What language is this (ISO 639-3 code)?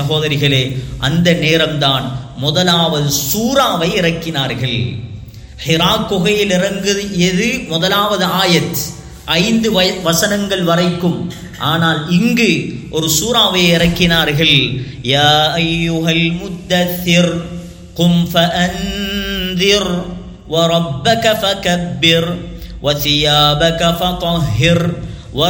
tam